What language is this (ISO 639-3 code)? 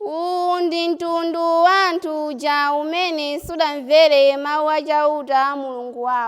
nya